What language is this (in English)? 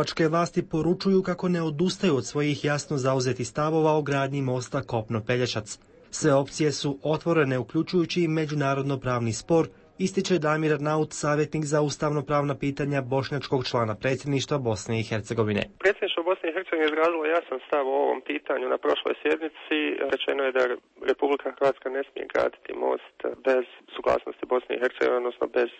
Croatian